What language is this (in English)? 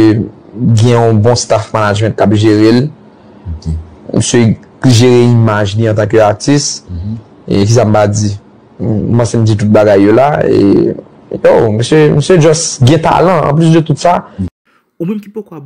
Haitian Creole